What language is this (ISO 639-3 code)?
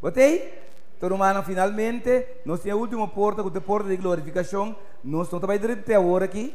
pap